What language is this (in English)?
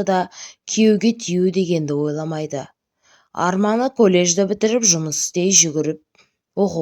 Kazakh